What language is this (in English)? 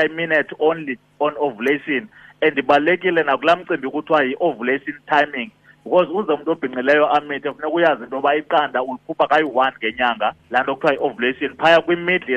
Xhosa